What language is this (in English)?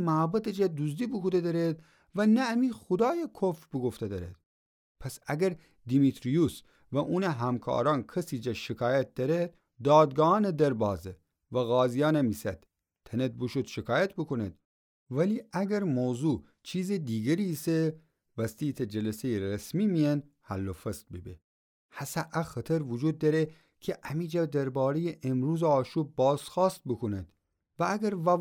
Gilaki